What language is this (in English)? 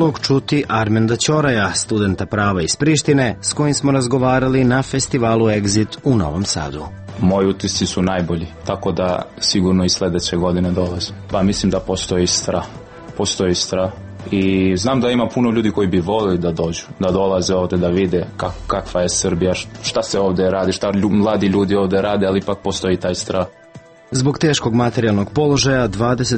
Serbian